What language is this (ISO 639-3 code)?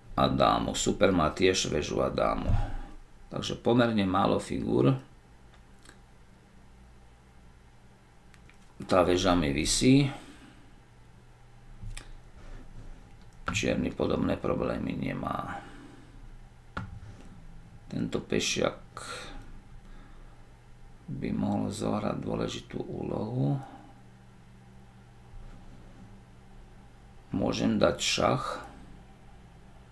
slk